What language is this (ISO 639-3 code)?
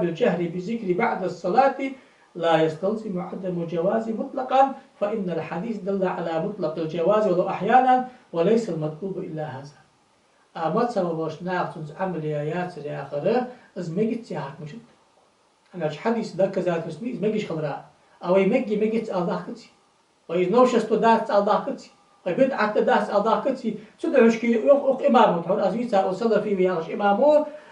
inh